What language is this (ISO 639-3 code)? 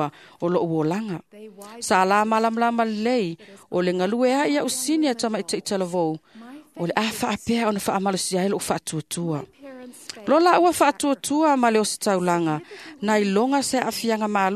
smo